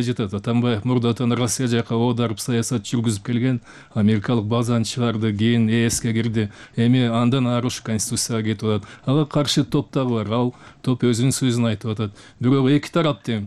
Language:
Kyrgyz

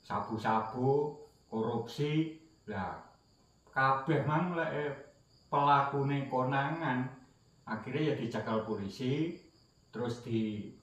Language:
Javanese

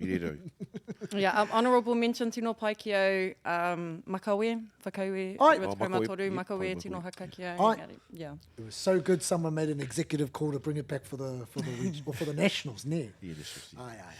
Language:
Māori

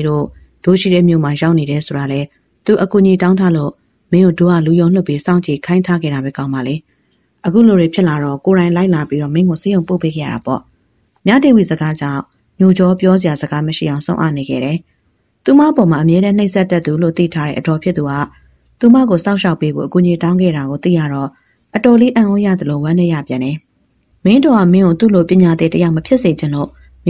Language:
Burmese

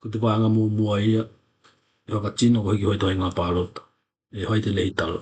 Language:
Tokelau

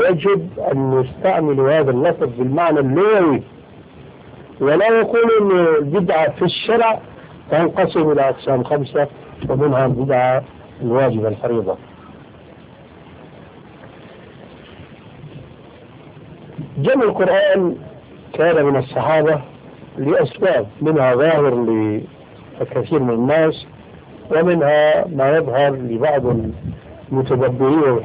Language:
Arabic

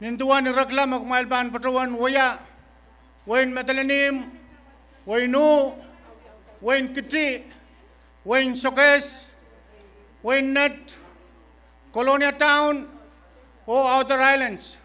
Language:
Pohnpeian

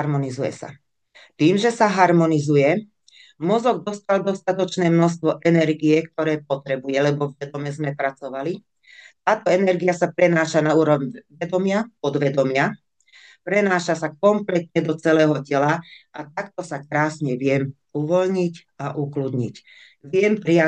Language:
Slovak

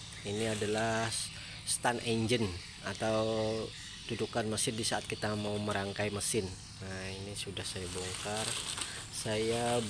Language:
Indonesian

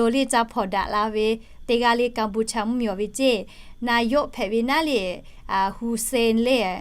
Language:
Lahu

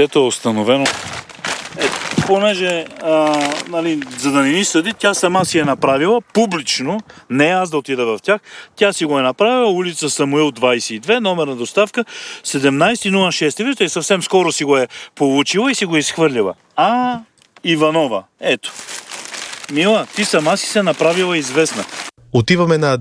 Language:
Bulgarian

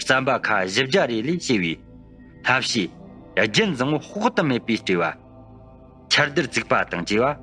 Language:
Tibetan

